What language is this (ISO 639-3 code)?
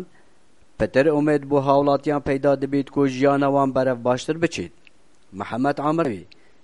kur